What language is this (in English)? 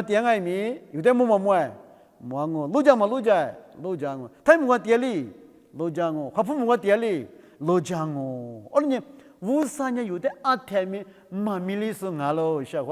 Lisu